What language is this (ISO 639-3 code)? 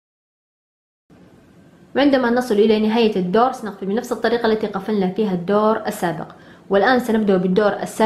ara